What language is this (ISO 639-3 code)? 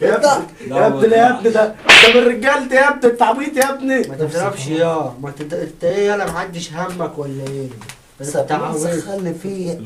arz